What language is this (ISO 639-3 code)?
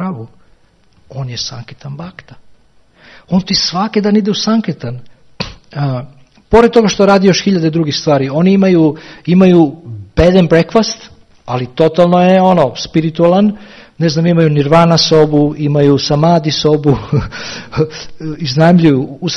srp